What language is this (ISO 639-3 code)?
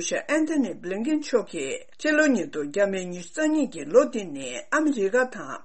bod